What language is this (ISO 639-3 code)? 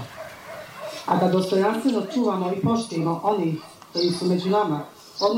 bos